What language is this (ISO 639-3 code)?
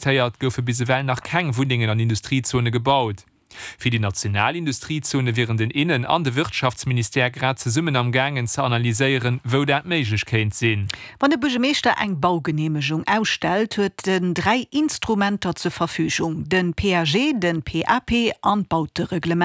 ltz